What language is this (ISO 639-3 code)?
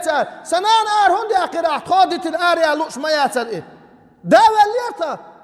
che